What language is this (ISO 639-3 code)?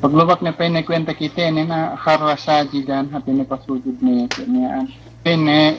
yka